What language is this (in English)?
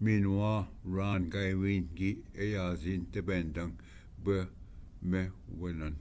Ojibwa